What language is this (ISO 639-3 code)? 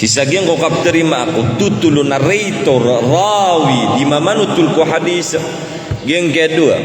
mrw